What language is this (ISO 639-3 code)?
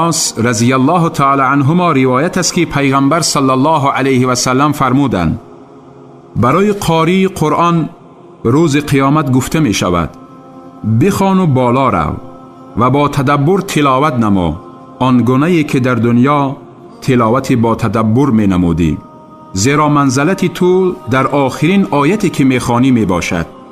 tgk